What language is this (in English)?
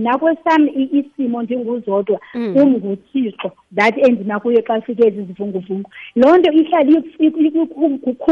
Xhosa